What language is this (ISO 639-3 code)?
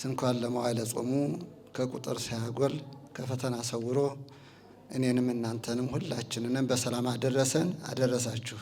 amh